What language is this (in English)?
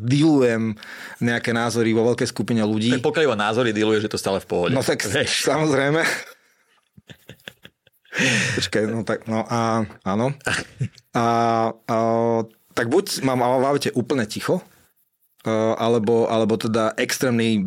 Slovak